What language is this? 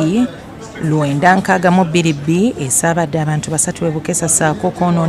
Ganda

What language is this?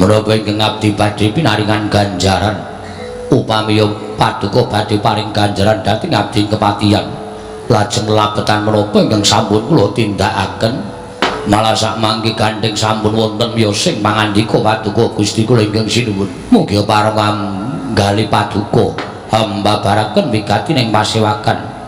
Javanese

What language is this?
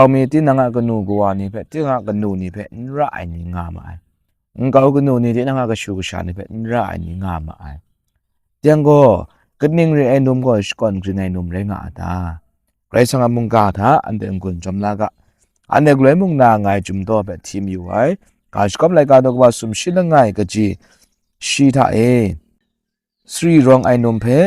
Kachin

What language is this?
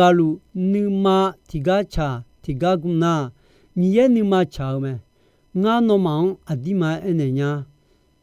Akha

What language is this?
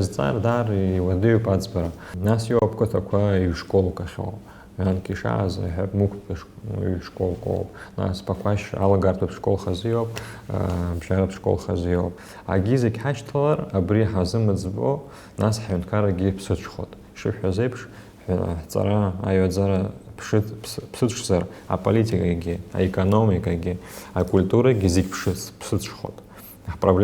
Abkhazian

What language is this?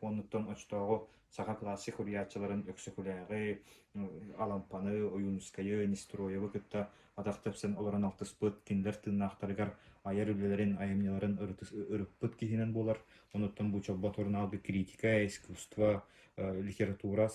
Yakut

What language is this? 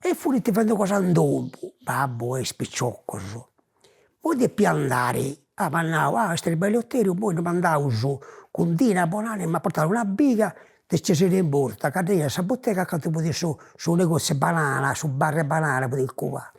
Sardinian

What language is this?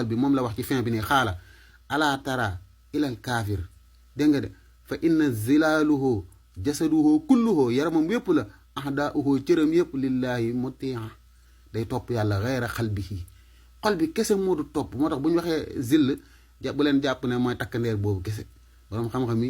Wolof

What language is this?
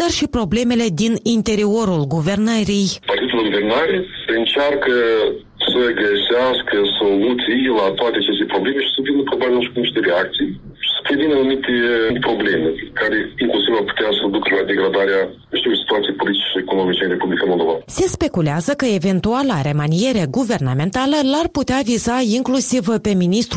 Romanian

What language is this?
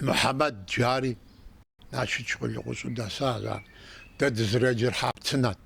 Kabardian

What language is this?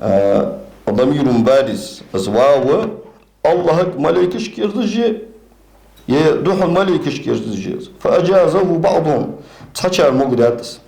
Ingush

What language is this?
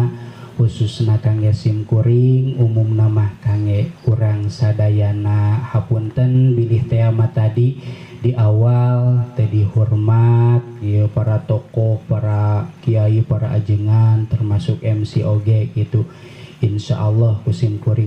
Sundanese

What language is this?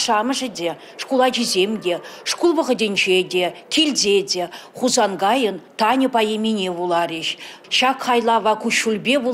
Chuvash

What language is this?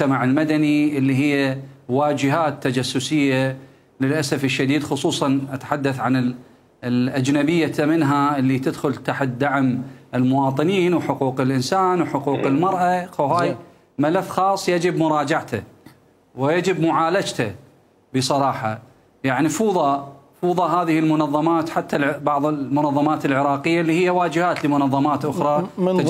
Mesopotamian Arabic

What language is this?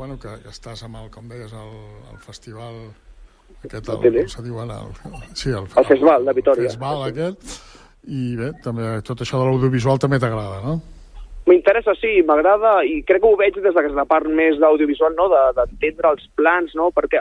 Catalan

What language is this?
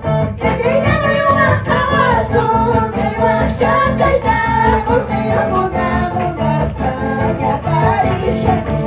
Quechua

